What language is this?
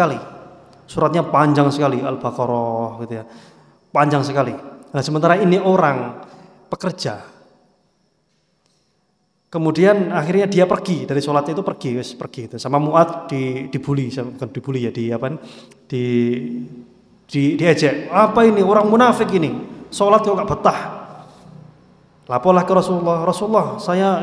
Indonesian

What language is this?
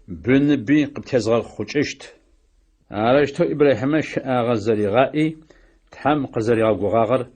Adyghe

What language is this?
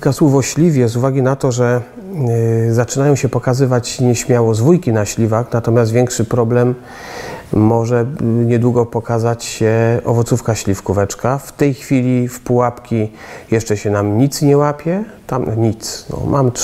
Polish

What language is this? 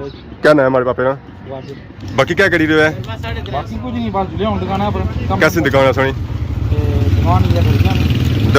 Pahari-Potwari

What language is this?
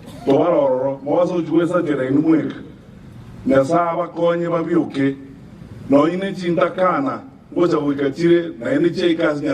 Gusii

